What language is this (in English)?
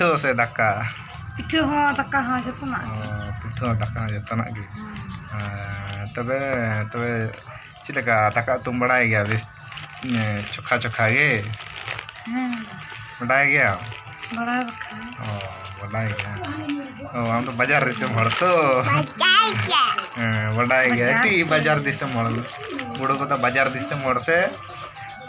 Santali